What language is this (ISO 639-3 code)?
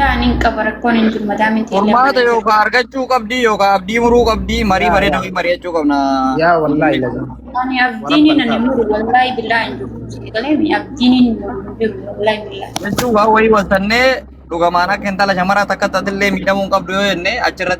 orm